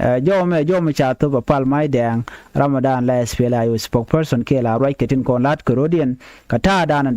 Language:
Nuer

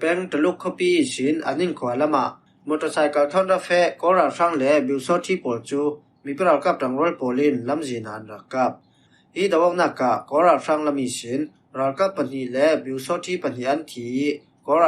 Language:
Falam Chin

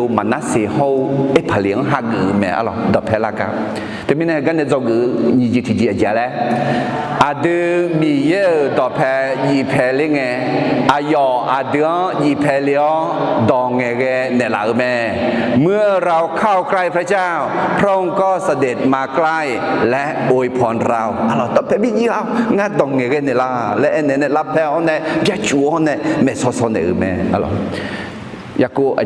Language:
Akha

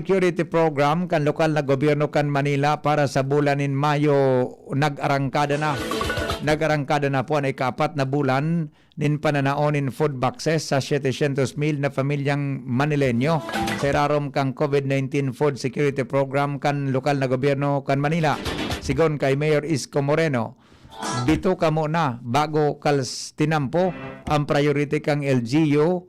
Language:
Bikol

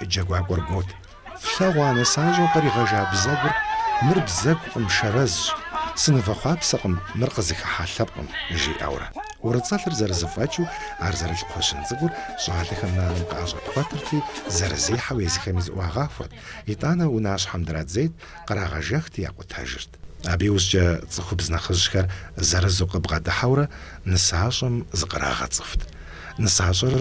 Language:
Kabardian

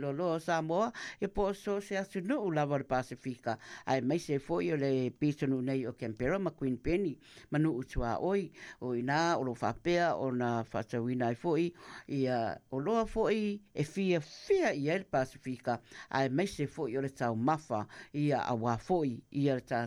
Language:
Samoan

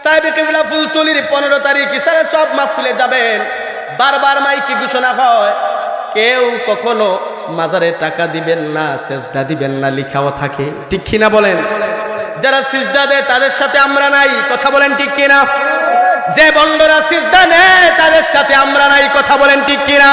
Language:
Sylheti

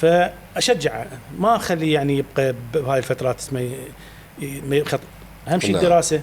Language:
Mesopotamian Arabic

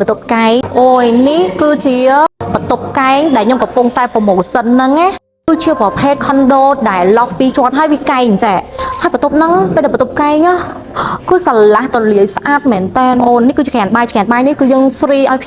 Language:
Khmer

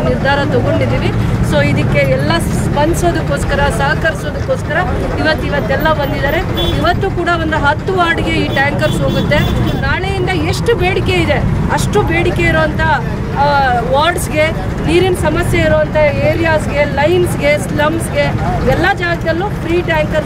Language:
Kannada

